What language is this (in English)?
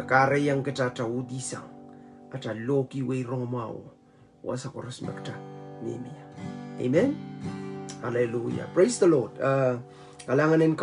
Pohnpeian